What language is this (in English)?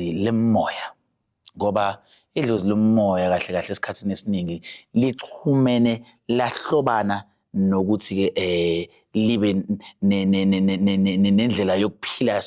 Zulu